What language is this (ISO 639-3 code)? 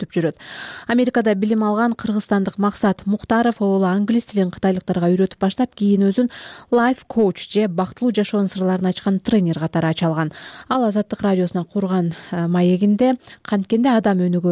kir